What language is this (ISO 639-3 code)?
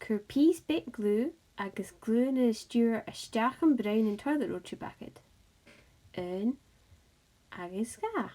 gla